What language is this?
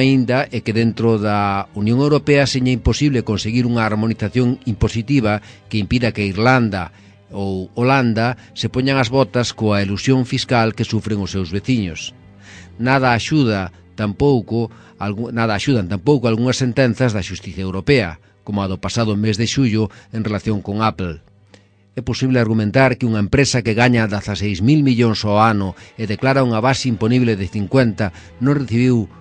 Galician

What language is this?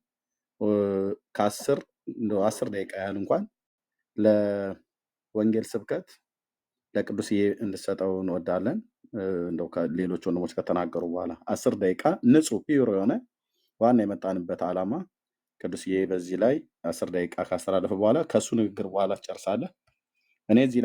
Amharic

